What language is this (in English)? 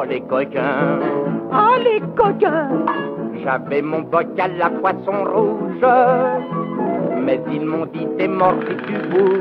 French